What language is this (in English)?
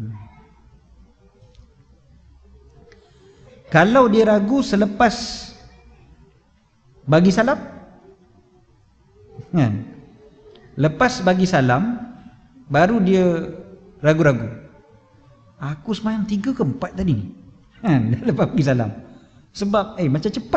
Malay